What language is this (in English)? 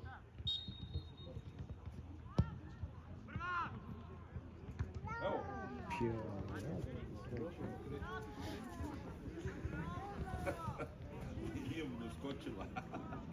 Croatian